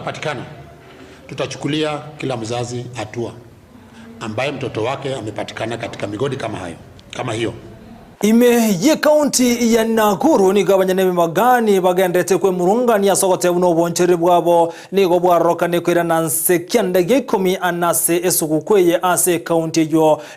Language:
Gusii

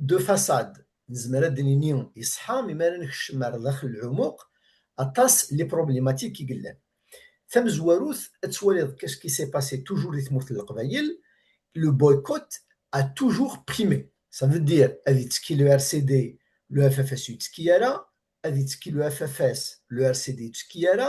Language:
Kabyle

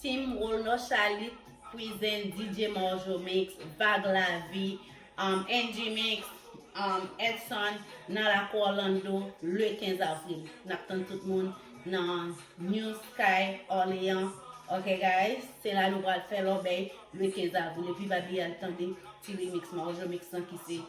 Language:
Haitian Creole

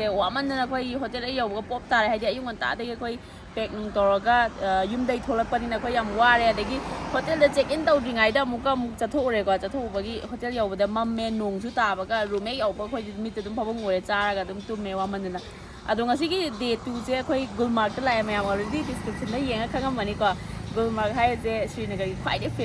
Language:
Manipuri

